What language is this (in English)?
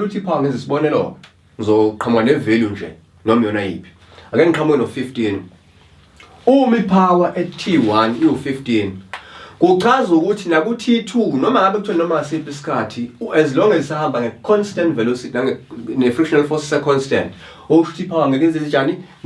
Zulu